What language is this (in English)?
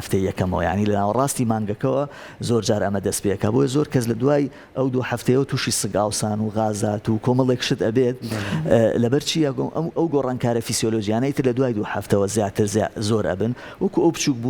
Central Kurdish